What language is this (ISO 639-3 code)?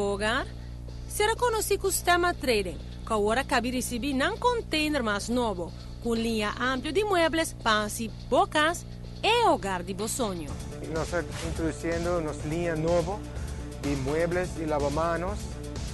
pap